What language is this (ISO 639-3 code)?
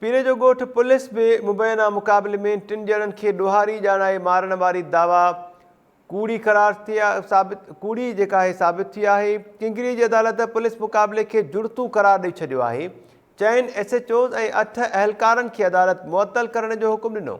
snd